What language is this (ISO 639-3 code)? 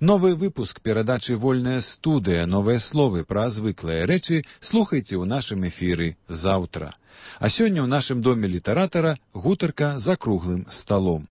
bel